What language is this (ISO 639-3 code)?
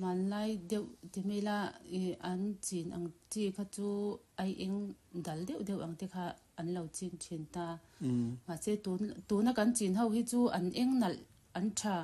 lus